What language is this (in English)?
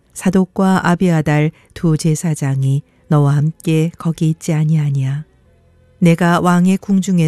Korean